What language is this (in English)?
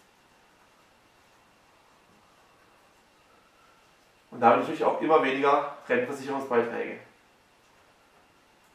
German